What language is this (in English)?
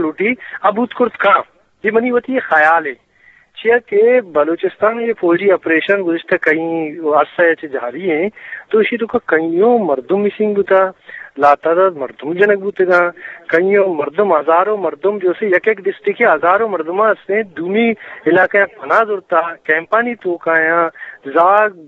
Eastern Balochi